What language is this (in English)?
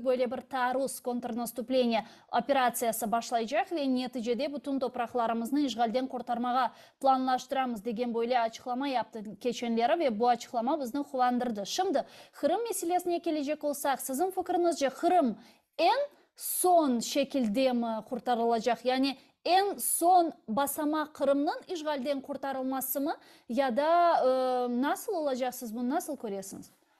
Crimean Tatar